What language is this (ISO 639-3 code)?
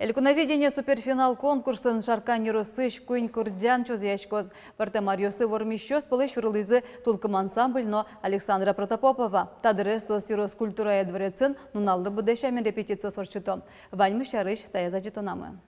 udm